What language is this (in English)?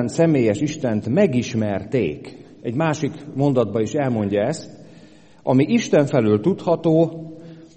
Hungarian